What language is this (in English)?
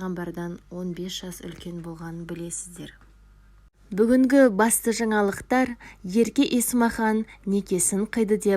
Kazakh